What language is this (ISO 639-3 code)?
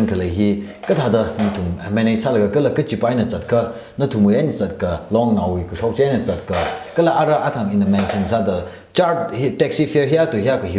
nmf